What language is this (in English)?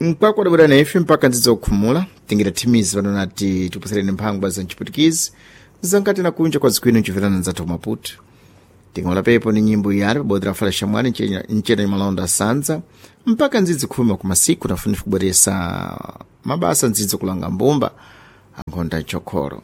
Sena